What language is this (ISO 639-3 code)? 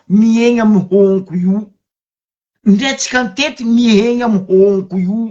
mlg